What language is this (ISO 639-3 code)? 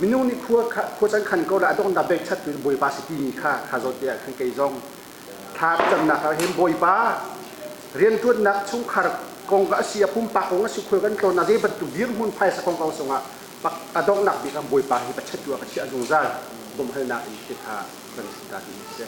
cnh